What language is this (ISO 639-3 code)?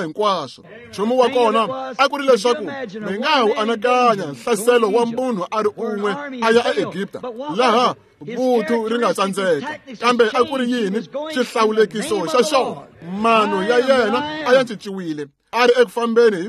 tso